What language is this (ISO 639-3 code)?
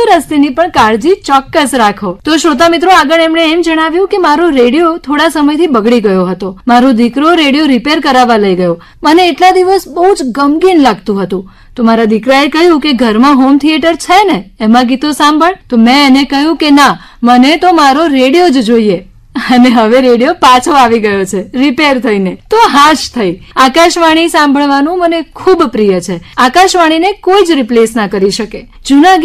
guj